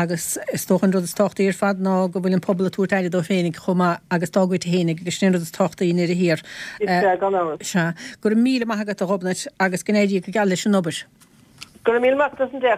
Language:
Irish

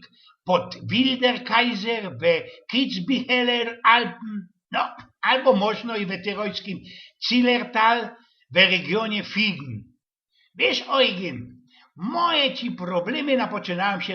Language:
Silesian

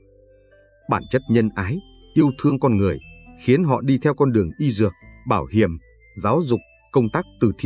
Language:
Vietnamese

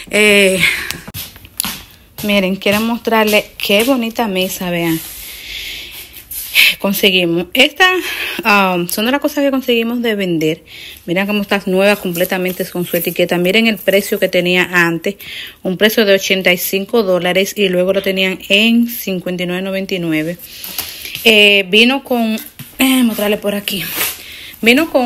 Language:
Spanish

